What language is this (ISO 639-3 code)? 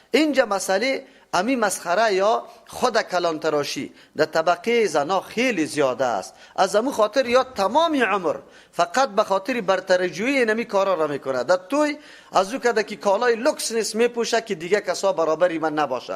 fas